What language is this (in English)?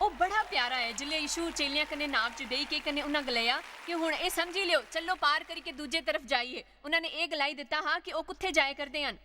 Dogri